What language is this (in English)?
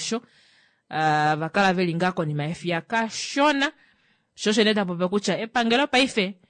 Kuanyama